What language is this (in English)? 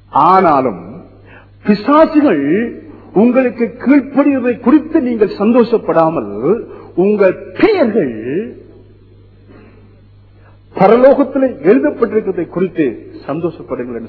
Tamil